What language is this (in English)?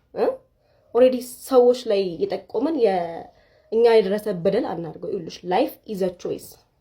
Amharic